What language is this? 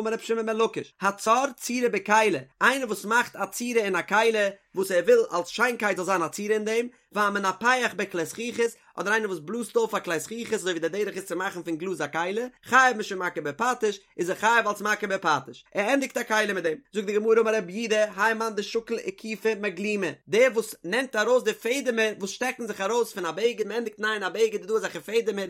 Yiddish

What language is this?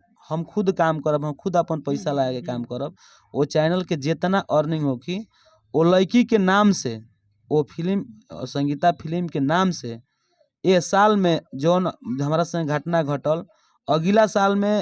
Bhojpuri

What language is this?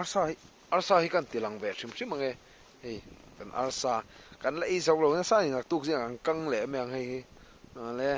Mizo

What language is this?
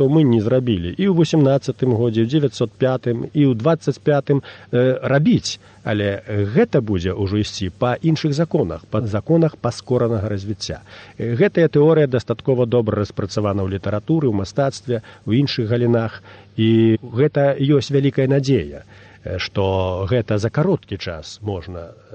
Belarusian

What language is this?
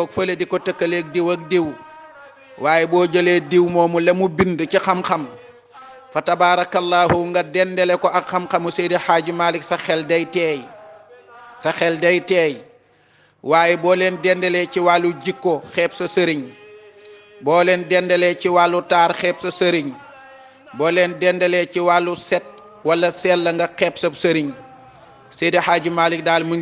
Wolof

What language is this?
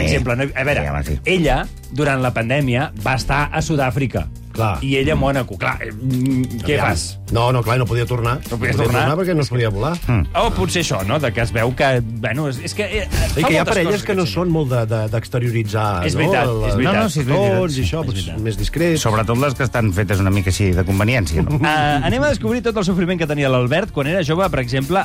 Catalan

